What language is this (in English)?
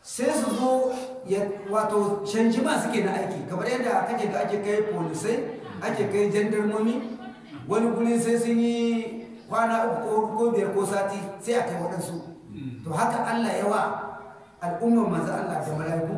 Hausa